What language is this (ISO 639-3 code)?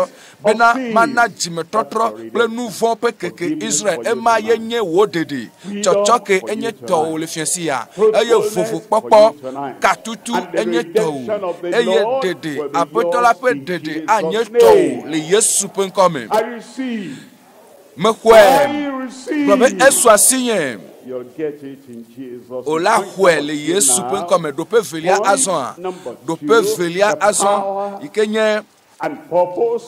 ewe